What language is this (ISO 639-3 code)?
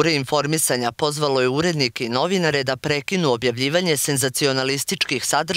srp